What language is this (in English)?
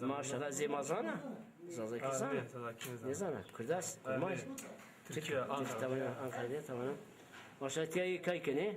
Zaza